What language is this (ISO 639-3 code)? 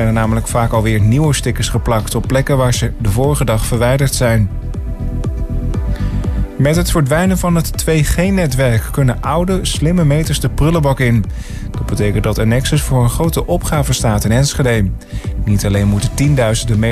nld